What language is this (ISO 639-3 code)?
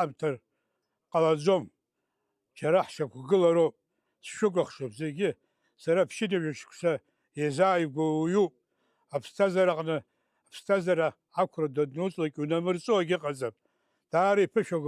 abk